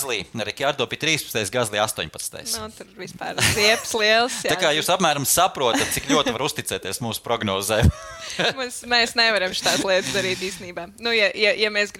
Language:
Latvian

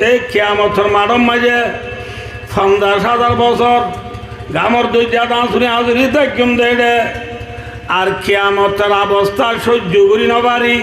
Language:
Rohingya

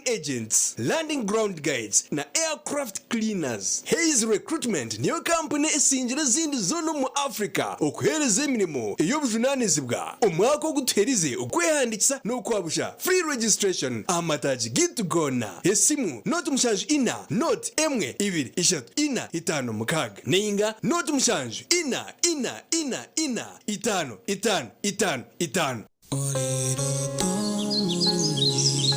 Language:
Nyankole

